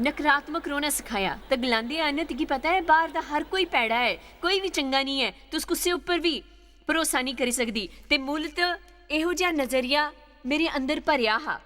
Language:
Dogri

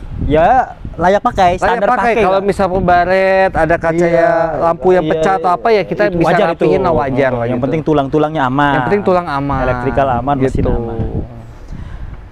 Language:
Indonesian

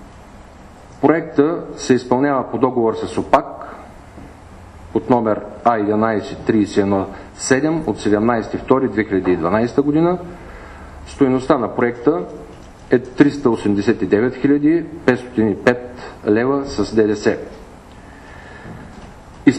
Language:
Bulgarian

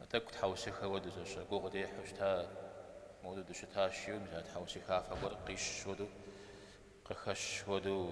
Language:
Kabardian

